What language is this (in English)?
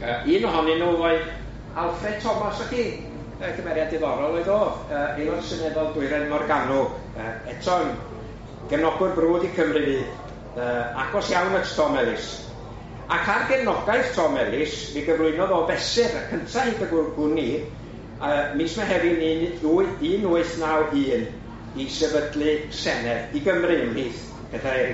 Welsh